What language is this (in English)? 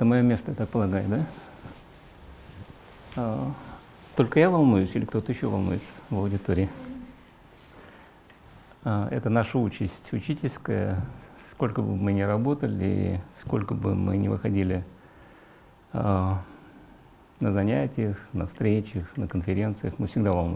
Russian